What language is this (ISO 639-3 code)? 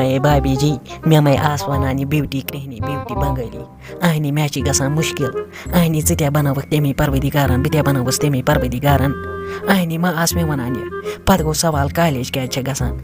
kas